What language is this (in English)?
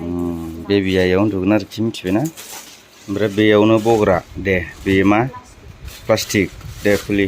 Bodo